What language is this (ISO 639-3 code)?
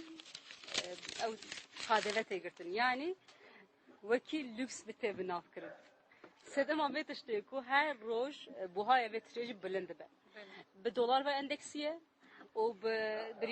kur